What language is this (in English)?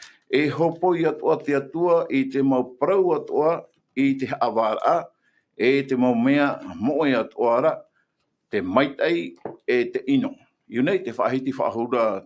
Tahitian